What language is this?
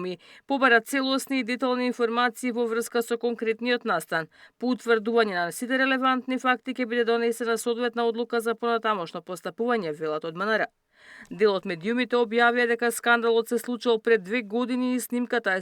Macedonian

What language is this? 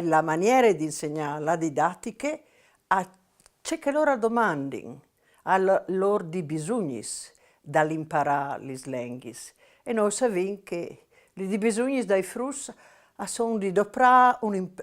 Friulian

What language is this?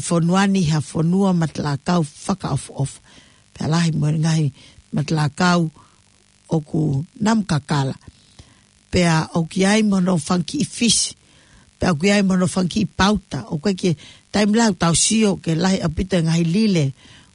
Tongan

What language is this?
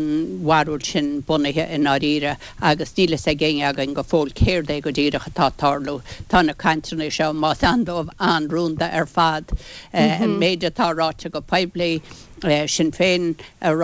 Irish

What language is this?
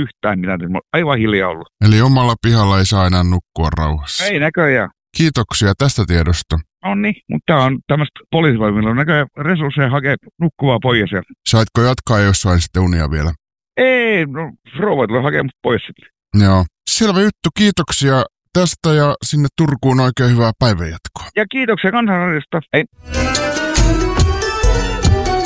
Finnish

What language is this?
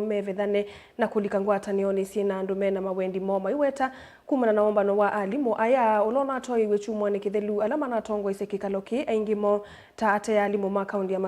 Kamba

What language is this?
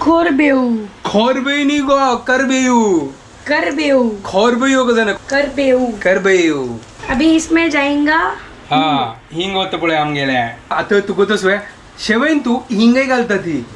Konkani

